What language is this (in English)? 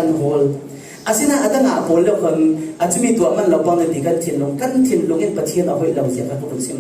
Falam Chin